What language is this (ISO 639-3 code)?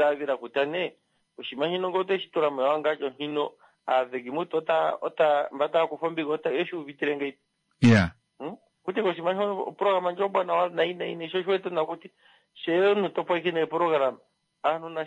kua